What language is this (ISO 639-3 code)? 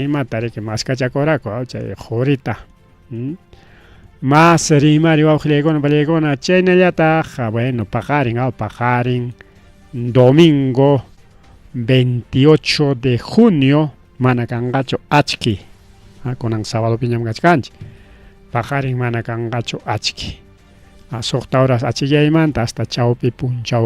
quy